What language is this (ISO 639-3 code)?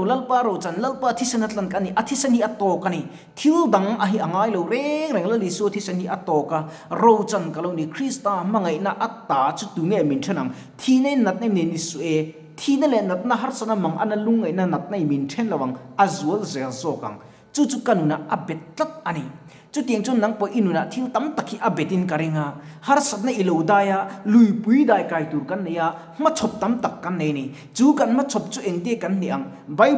lus